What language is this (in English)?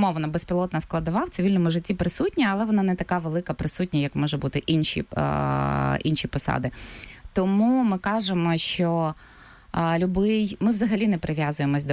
Ukrainian